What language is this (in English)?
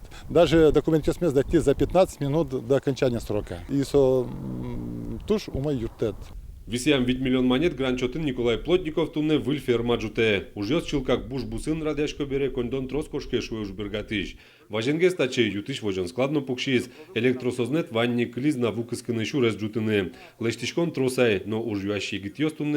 Udmurt